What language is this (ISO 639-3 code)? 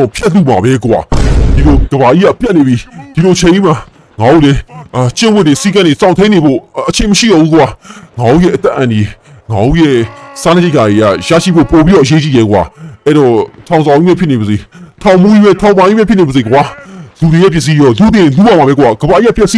mya